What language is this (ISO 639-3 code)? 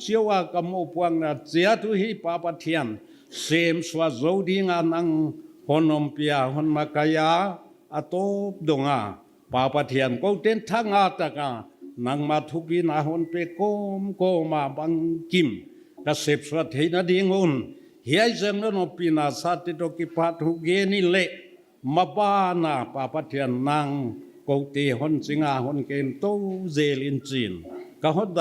pck